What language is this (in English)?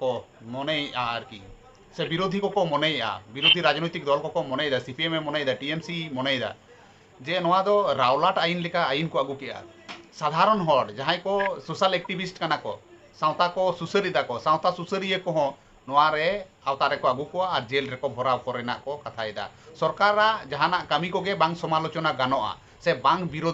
Santali